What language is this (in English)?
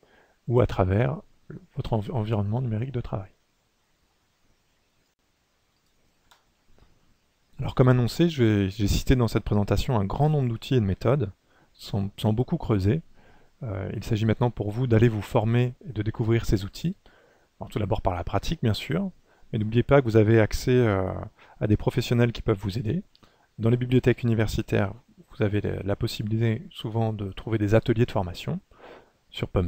French